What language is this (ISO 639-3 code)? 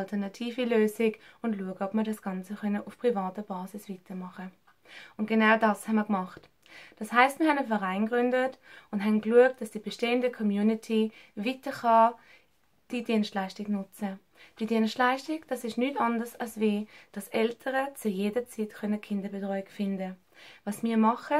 gsw